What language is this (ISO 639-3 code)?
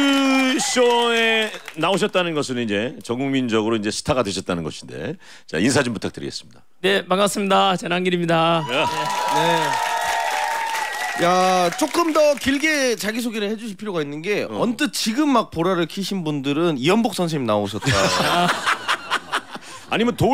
kor